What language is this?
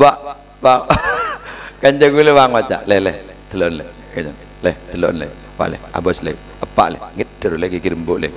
Madurese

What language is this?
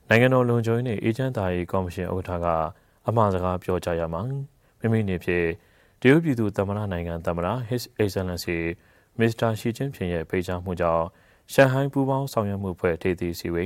Burmese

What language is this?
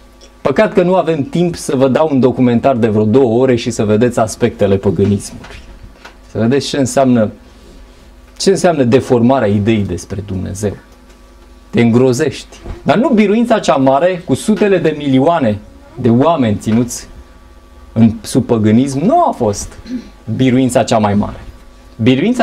Romanian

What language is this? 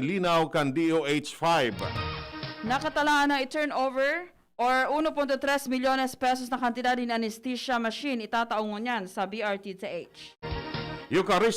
Bikol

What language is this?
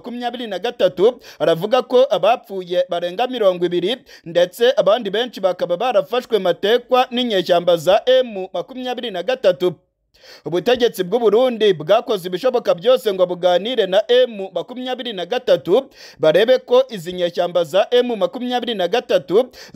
Rundi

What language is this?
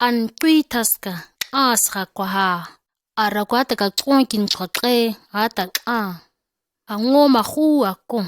ǁGana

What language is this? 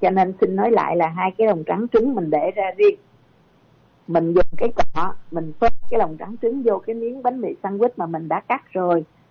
Vietnamese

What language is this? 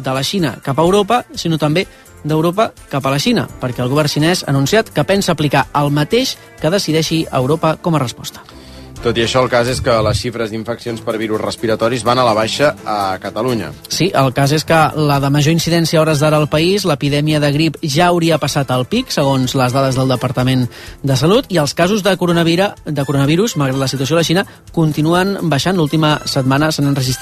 Catalan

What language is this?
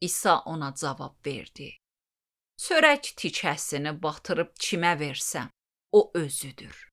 Azerbaijani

